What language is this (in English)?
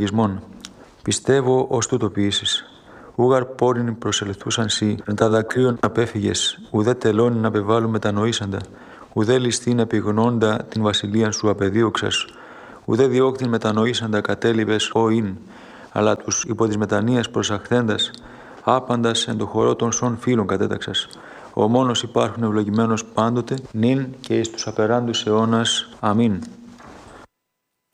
Greek